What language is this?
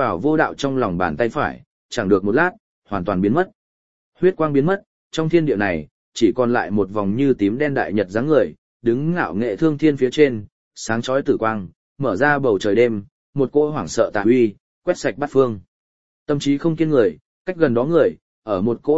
Vietnamese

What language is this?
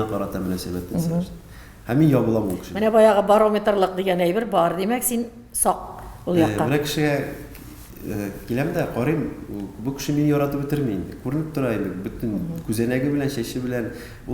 Tatar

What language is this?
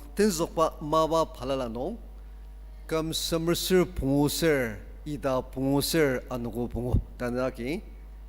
Ao Naga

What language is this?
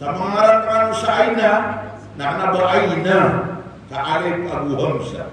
Maranao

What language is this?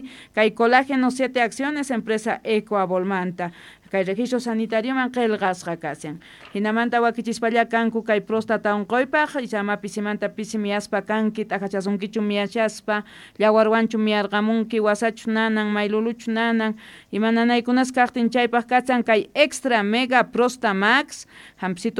Quechua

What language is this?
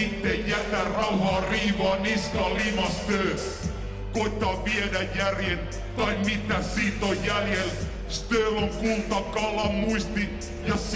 Finnish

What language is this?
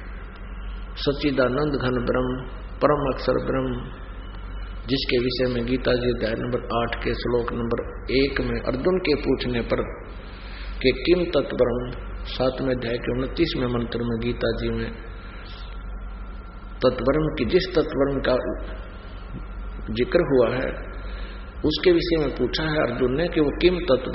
Hindi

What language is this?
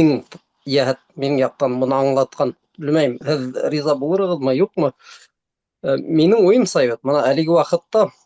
Bashkir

